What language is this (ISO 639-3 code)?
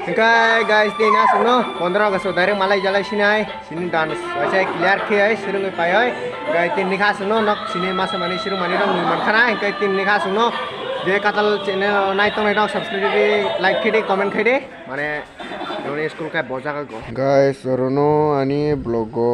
trp